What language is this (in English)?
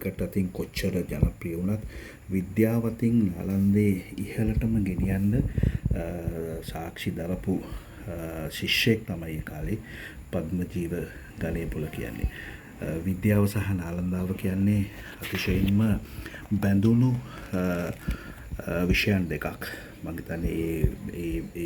Sinhala